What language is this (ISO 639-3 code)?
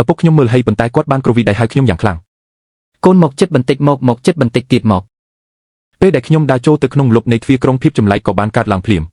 khm